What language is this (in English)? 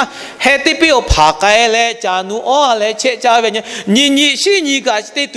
Lahu